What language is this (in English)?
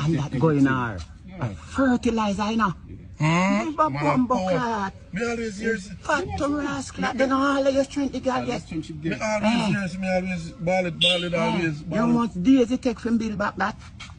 Jamaican Creole English